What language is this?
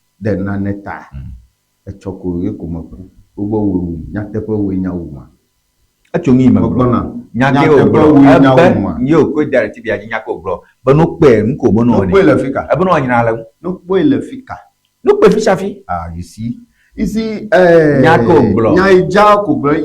Ewe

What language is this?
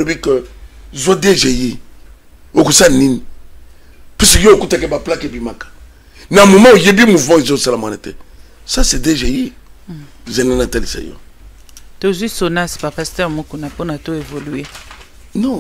Lingala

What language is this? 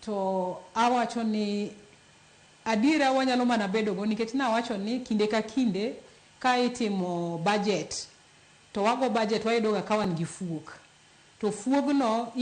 Luo (Kenya and Tanzania)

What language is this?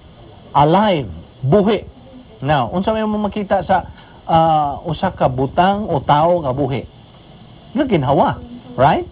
Cebuano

